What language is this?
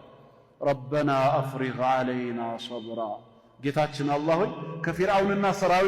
Amharic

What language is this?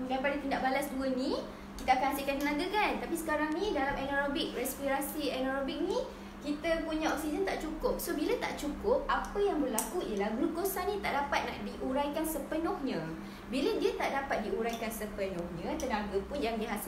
Malay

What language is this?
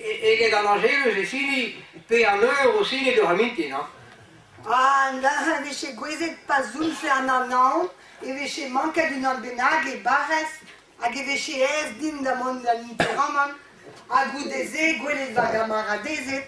Breton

